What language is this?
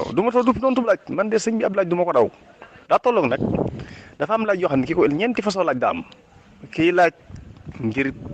Wolof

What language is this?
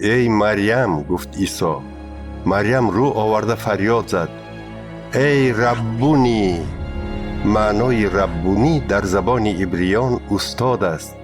Tajik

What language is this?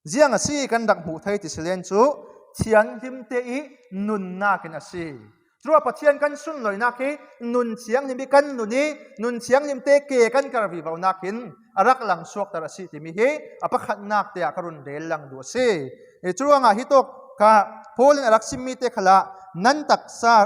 Falam Chin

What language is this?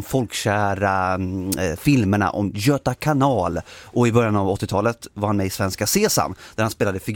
Swedish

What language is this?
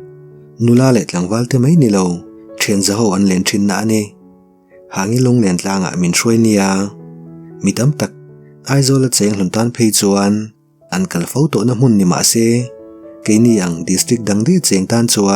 Mizo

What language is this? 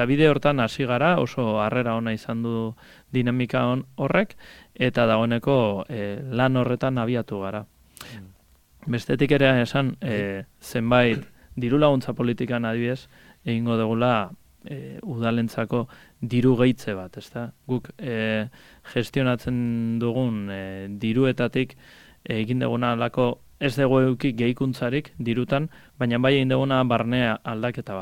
Basque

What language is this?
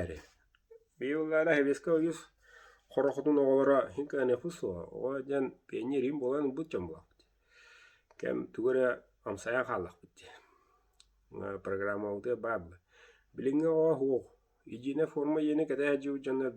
Yakut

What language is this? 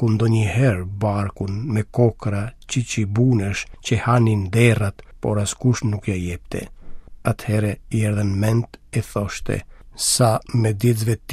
Albanian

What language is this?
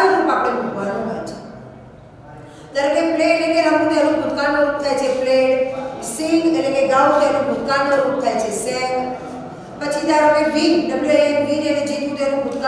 Gujarati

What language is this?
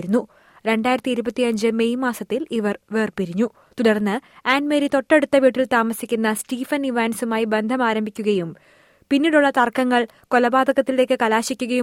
Malayalam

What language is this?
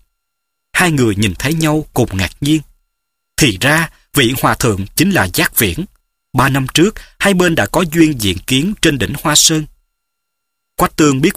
Vietnamese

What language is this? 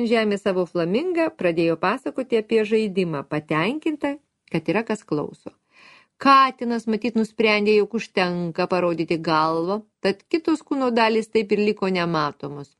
Lithuanian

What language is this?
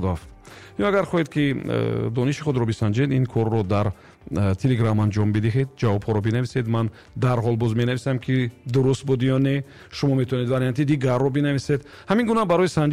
Tajik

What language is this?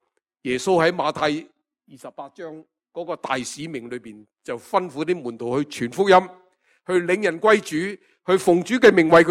Cantonese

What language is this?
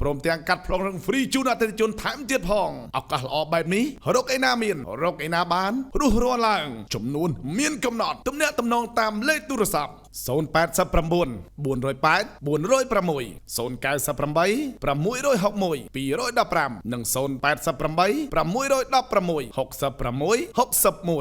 Khmer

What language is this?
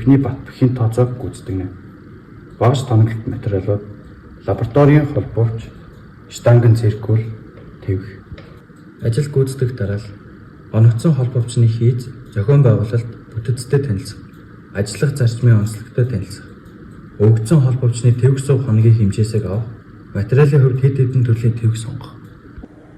Mongolian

